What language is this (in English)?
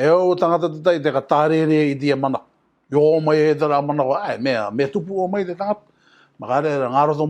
Rarotongan